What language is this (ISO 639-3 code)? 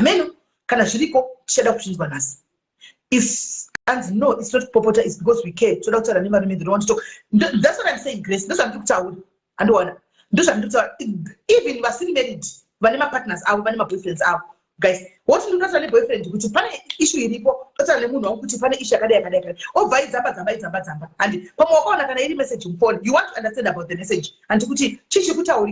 sna